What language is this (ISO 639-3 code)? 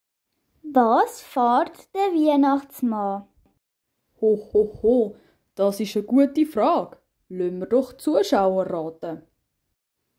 gsw